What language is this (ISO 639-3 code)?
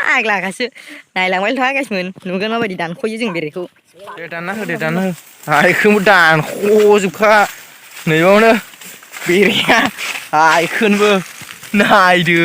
brx